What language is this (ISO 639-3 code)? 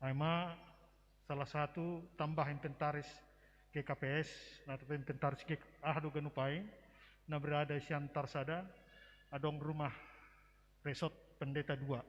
bts